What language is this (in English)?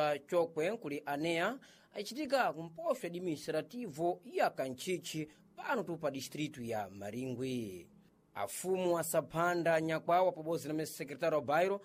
Sena